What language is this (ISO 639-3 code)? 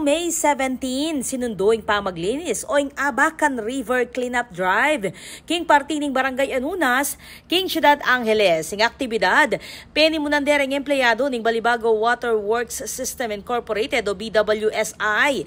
pam